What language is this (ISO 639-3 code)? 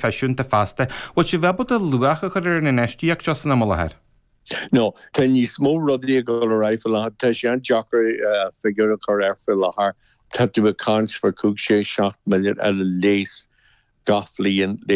gle